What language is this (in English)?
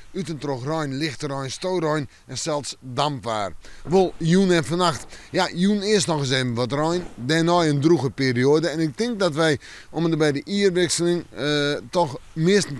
Western Frisian